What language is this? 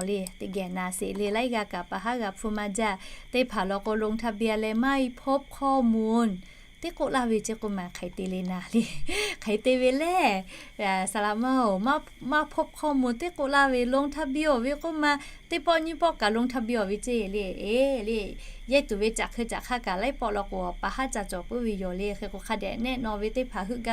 Lahu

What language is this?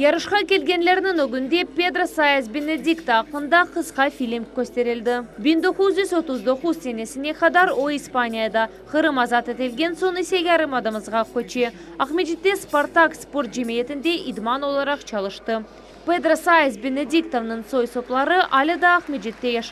Crimean Tatar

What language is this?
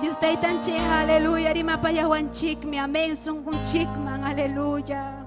Ayacucho Quechua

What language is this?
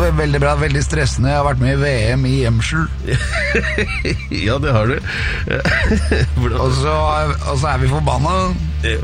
Norwegian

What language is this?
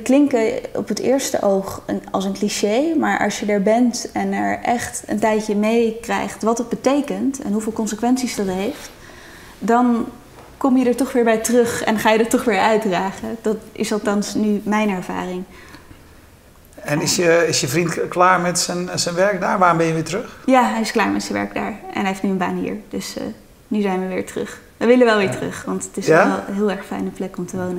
Dutch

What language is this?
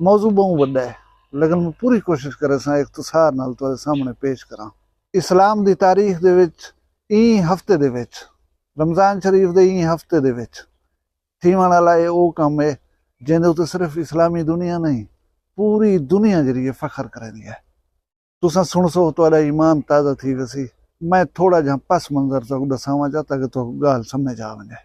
Saraiki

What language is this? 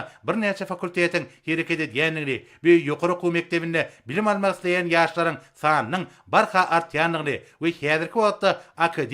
Turkmen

